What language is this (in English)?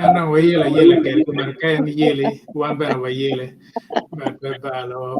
Acoli